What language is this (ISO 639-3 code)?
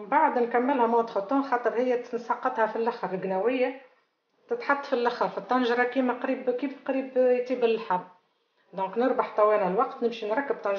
aeb